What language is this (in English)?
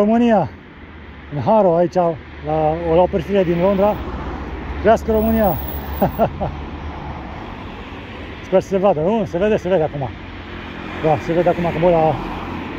Romanian